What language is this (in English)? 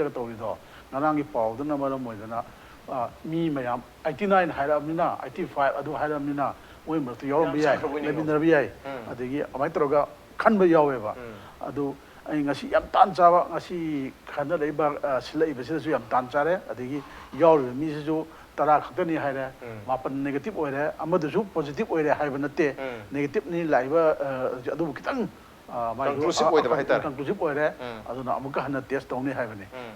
Manipuri